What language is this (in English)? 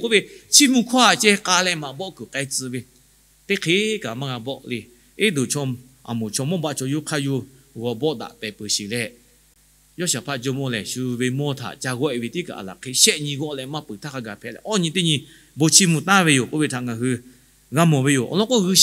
Lahu